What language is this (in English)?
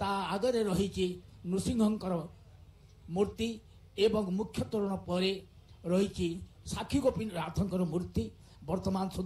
Odia